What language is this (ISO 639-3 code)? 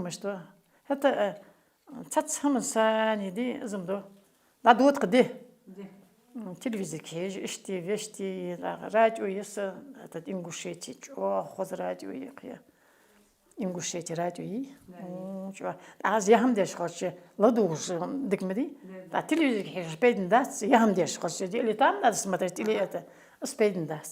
inh